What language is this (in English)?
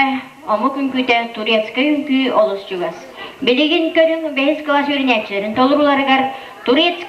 Yakut